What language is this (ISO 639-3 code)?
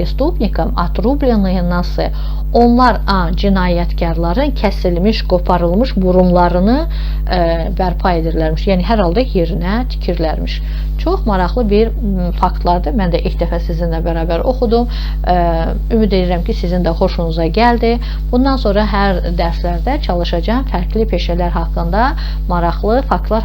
aze